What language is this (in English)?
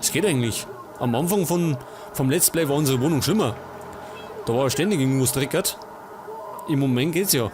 Bavarian